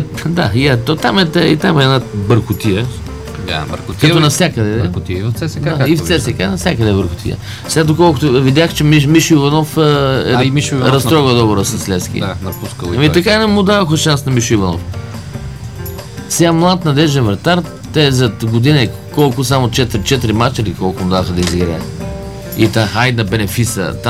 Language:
Bulgarian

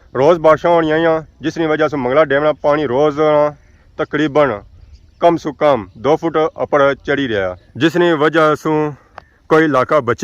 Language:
Pahari-Potwari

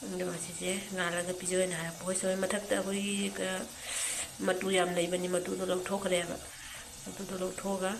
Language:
Manipuri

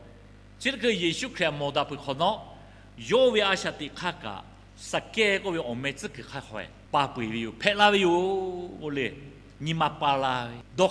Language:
Lahu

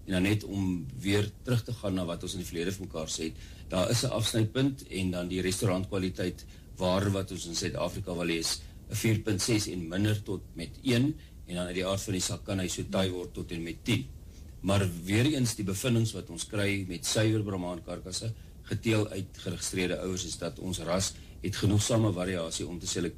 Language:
Afrikaans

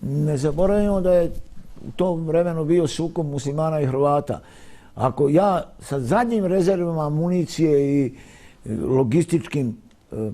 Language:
Bosnian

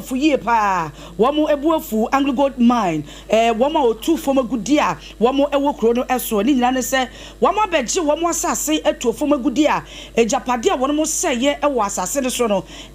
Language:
Akan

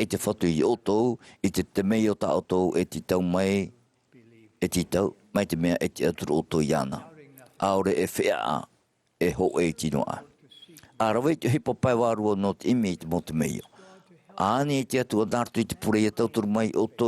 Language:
Tahitian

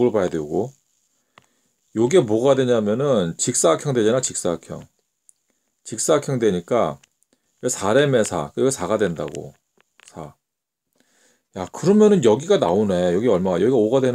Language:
Korean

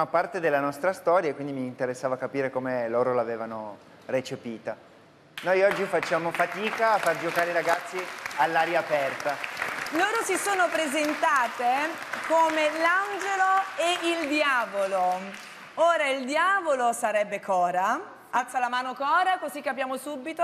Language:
Italian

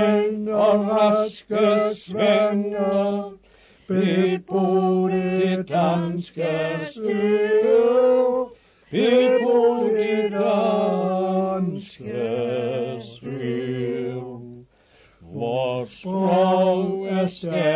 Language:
Danish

